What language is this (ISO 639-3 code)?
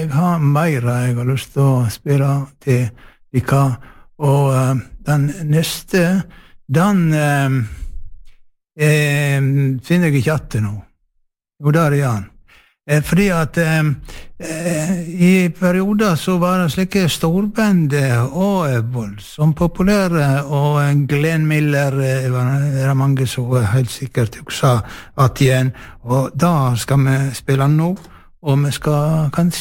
nor